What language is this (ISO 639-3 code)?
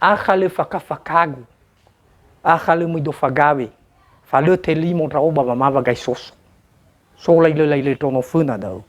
nia